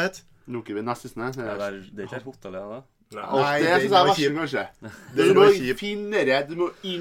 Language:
Norwegian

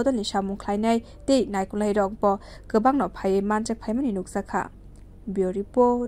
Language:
Kok Borok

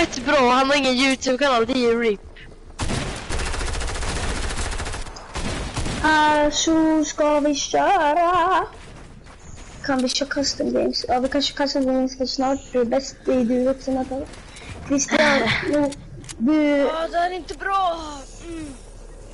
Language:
Swedish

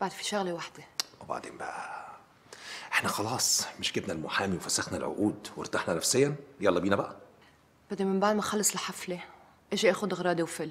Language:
North Levantine Arabic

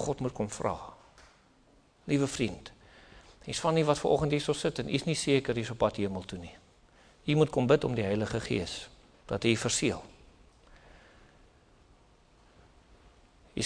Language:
Afrikaans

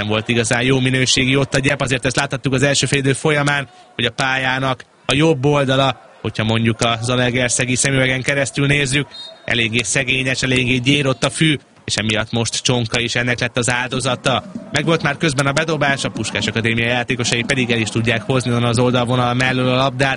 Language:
Hungarian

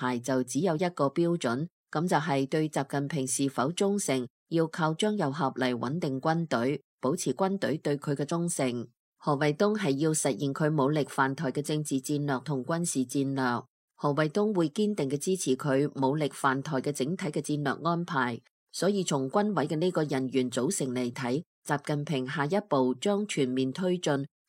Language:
Cantonese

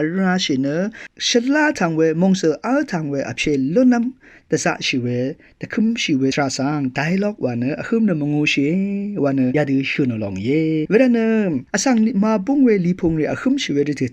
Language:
Rawang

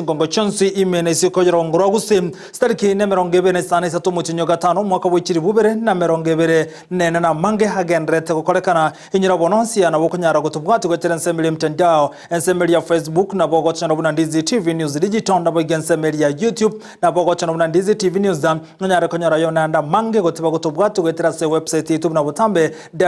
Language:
Gusii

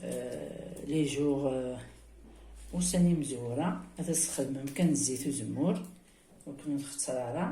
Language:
Kabyle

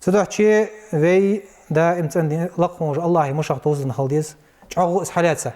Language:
Ingush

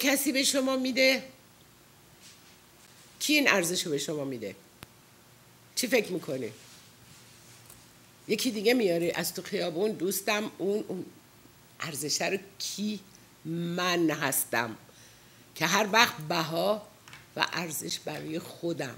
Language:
Persian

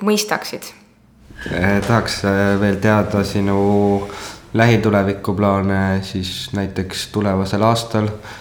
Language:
Estonian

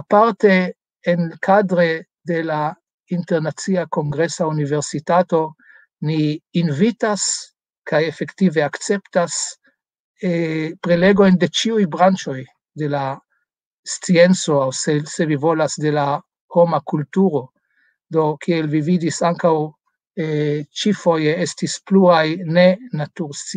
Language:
Esperanto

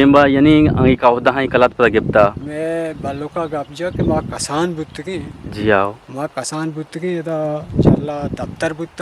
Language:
Eastern Balochi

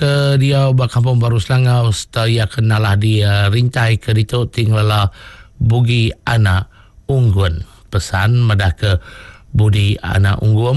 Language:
Iban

